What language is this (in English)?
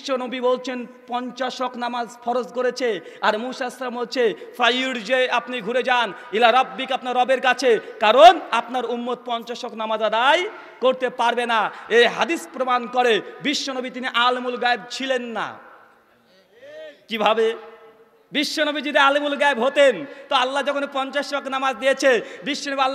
Bangla